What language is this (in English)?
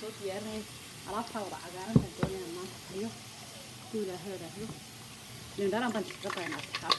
Somali